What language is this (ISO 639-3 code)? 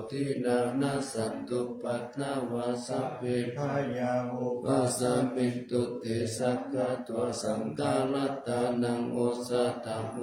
pli